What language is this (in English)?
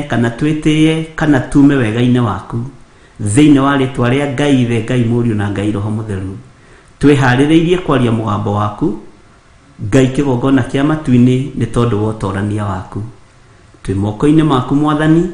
Kikuyu